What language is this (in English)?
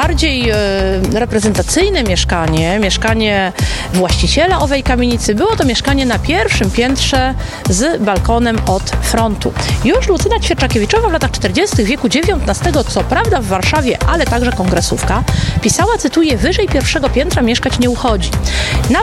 Polish